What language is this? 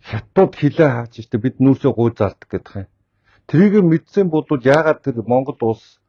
Mongolian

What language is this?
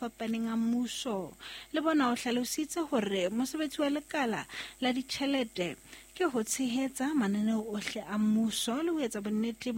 Southern Sotho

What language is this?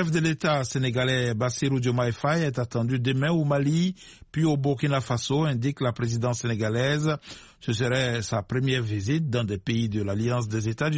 French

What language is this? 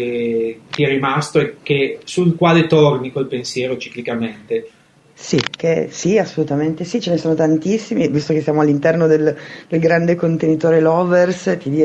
Italian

